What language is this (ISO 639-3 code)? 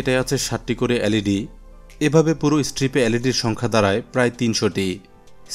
ben